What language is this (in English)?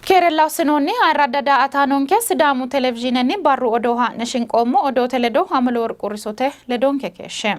Sidamo